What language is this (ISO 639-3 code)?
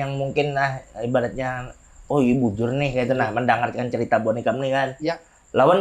bjn